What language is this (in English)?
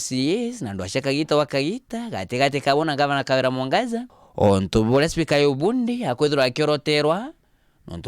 Meru